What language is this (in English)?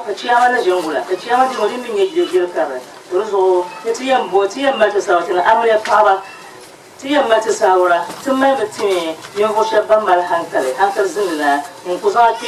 Dagbani